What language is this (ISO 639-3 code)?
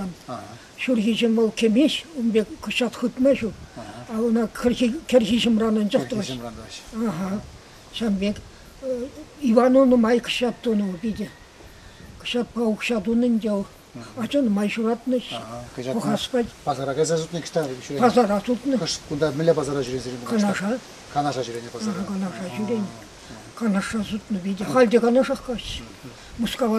chv